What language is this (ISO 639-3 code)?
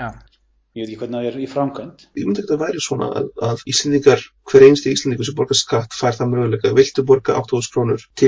isl